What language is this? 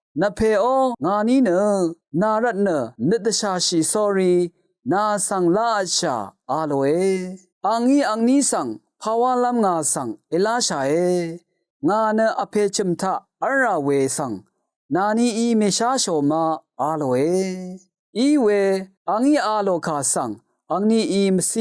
Rawang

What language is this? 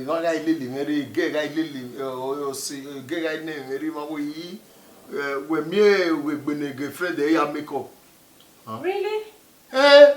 Bini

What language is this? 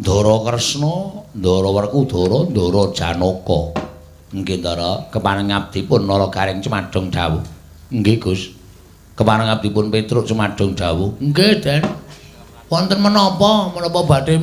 Javanese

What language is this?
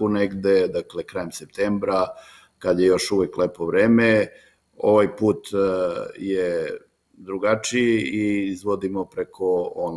Serbian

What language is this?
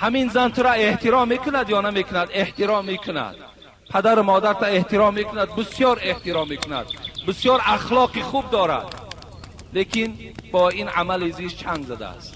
Tajik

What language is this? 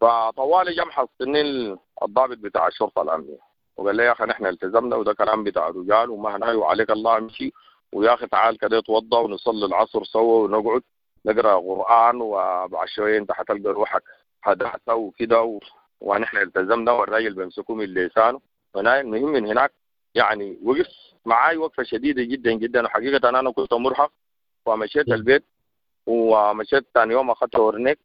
Sudanese Arabic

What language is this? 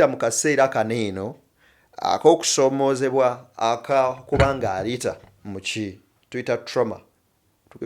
Ganda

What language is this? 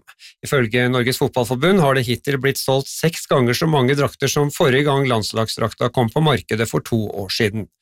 Norwegian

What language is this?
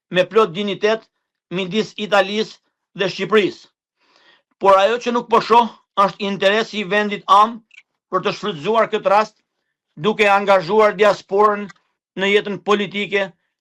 Albanian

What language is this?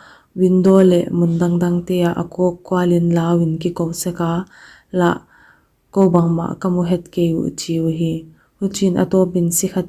Paite Chin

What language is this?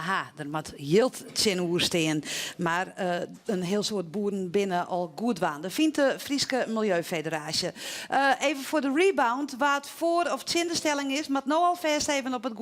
Western Frisian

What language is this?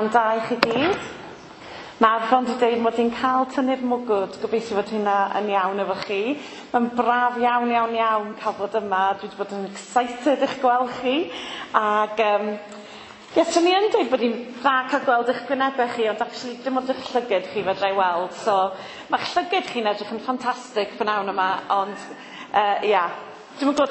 Welsh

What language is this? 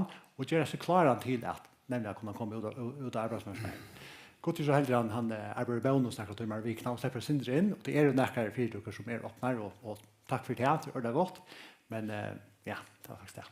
Faroese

